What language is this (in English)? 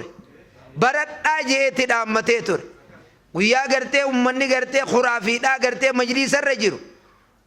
Oromo